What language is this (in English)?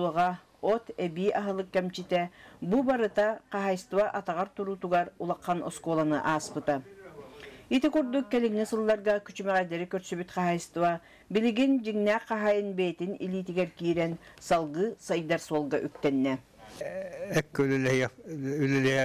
Yakut